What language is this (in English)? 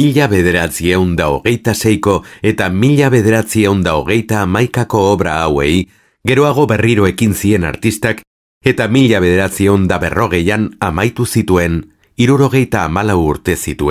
Basque